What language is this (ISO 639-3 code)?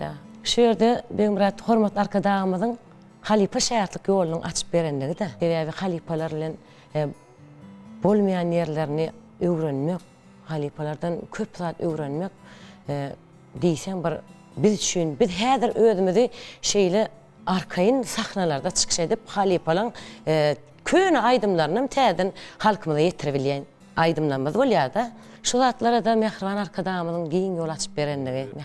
tuk